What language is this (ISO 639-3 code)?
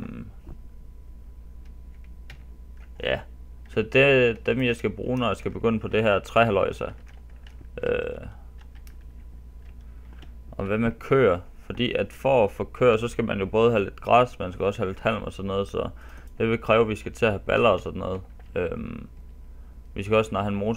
dan